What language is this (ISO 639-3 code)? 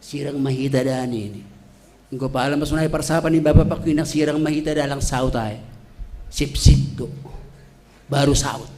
bts